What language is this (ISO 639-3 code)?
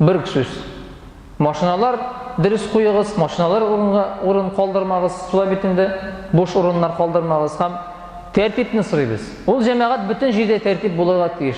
tat